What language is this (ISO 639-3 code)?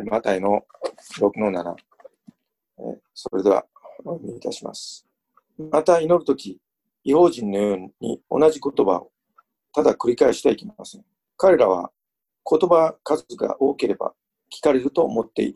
jpn